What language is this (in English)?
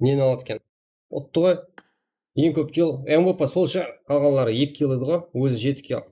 Kara-Kalpak